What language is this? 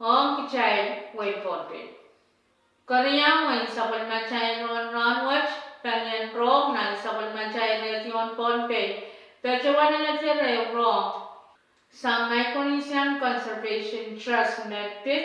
Pohnpeian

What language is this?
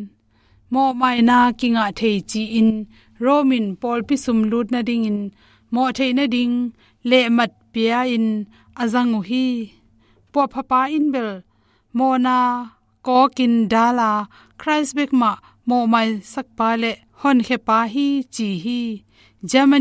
Tedim Chin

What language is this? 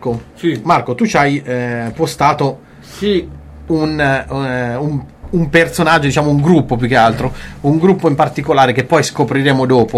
Italian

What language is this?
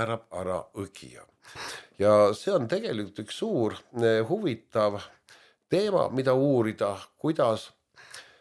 Estonian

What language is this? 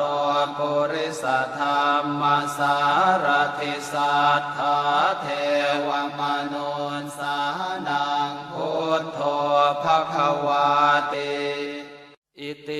Pali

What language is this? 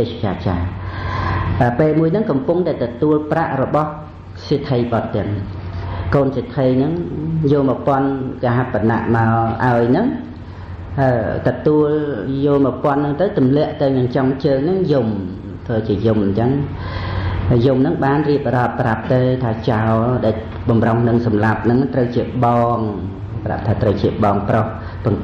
Khmer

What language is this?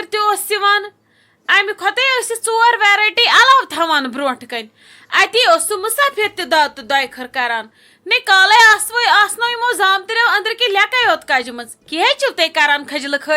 Kashmiri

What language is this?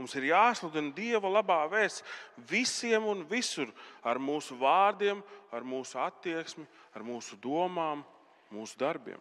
Latvian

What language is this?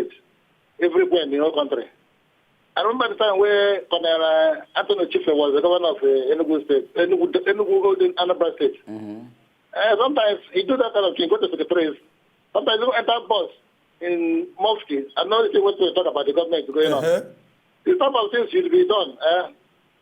Nigerian Pidgin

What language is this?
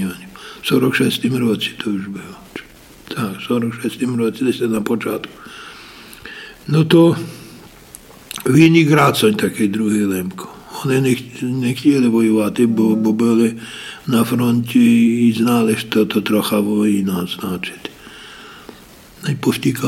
Polish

